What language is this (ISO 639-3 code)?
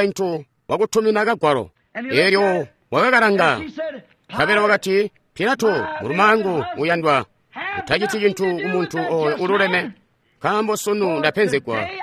toi